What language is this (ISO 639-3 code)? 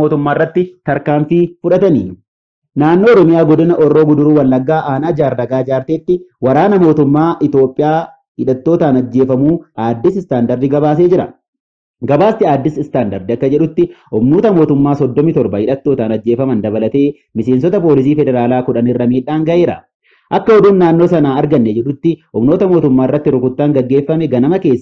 orm